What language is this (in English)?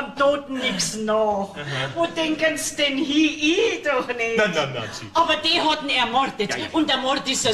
Bavarian